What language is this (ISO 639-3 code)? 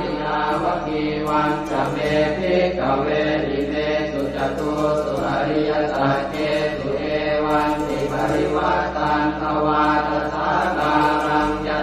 pli